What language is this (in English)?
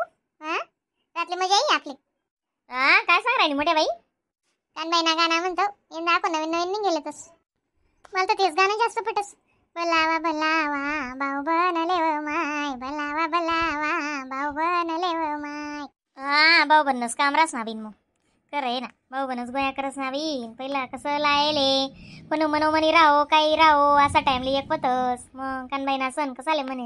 Khandesi